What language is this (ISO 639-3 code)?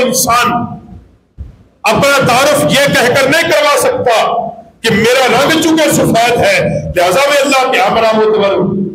urd